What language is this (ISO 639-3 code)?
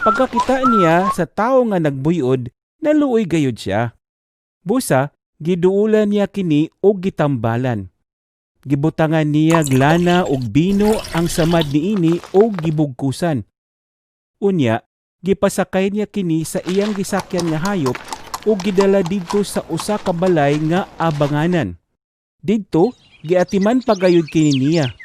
ceb